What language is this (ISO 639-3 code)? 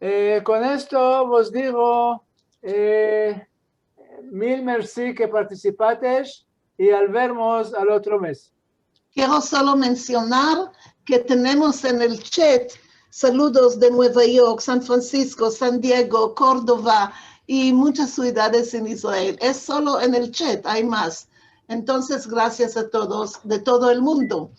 lad